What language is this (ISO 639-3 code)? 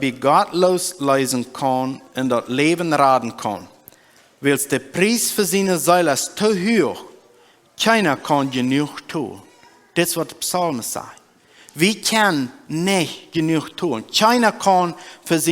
pdt